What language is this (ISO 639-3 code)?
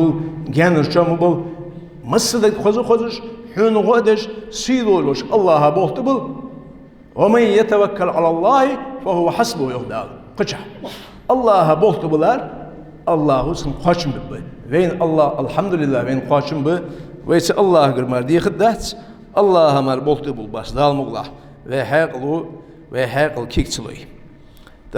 inh